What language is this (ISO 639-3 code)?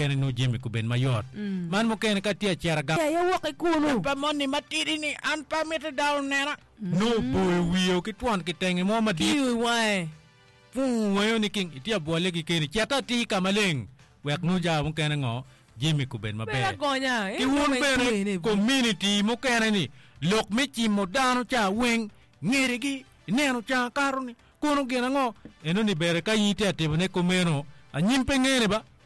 ach